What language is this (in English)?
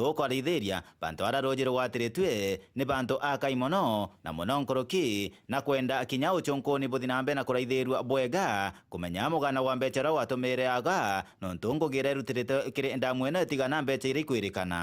Meru